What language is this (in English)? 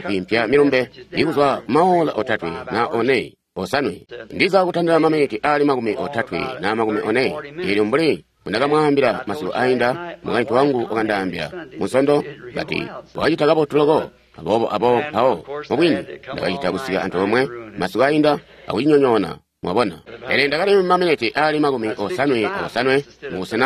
Tonga (Zambia)